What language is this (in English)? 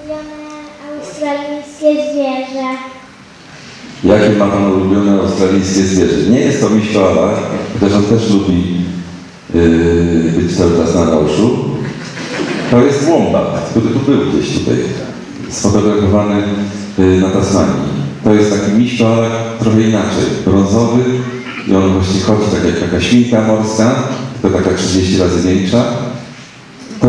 Polish